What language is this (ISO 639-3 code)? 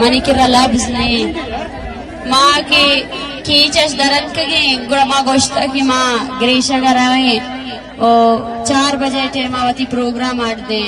bgp